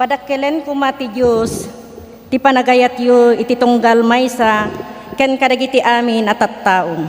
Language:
Iloko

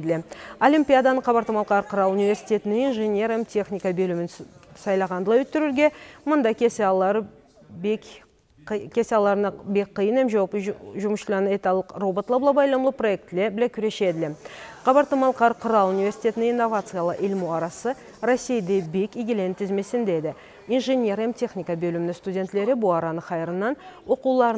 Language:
Karachay-Balkar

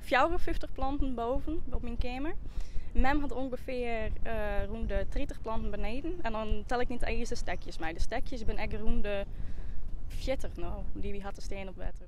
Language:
Western Frisian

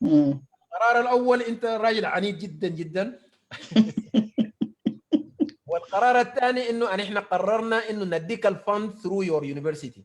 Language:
Sudanese Arabic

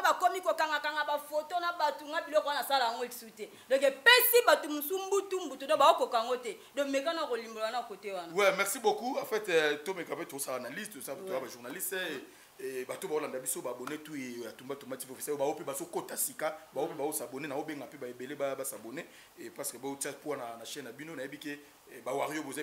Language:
Lingala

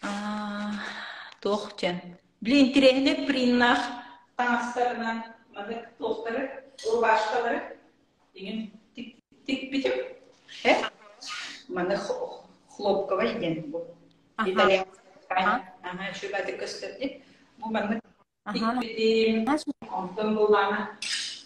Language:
Yakut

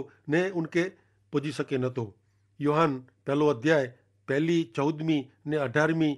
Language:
Kachhi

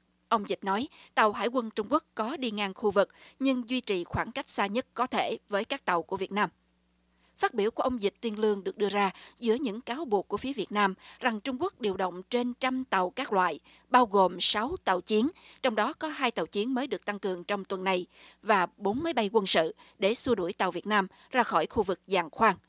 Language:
Vietnamese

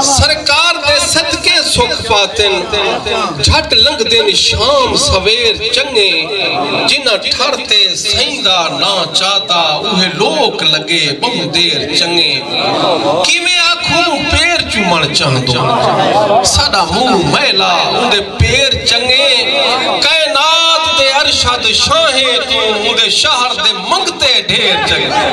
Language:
Saraiki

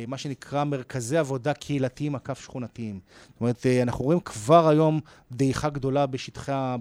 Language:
Hebrew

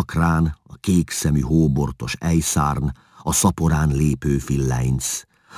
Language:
Hungarian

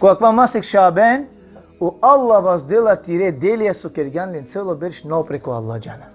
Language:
Balkan Romani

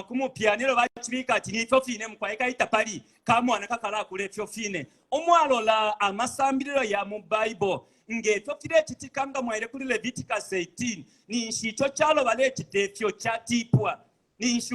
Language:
Bemba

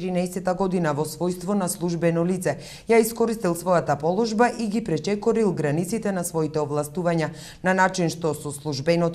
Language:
Macedonian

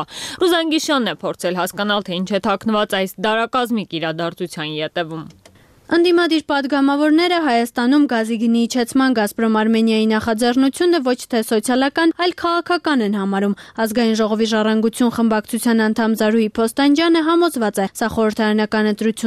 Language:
Armenian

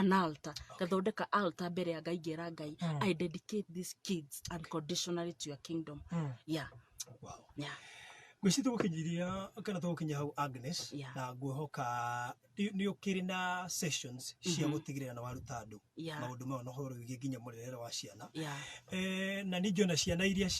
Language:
Kikuyu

